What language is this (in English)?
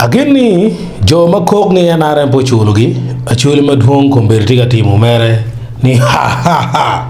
Acoli